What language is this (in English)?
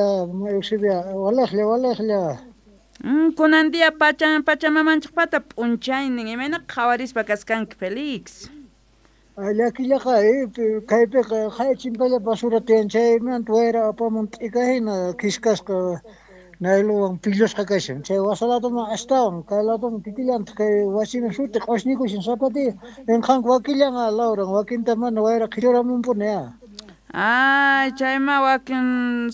Quechua